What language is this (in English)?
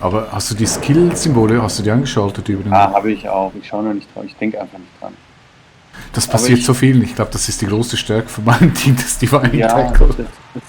Swiss German